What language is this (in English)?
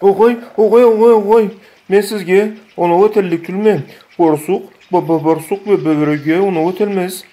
Karachay-Balkar